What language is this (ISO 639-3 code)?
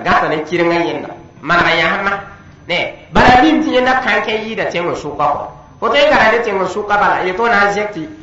mos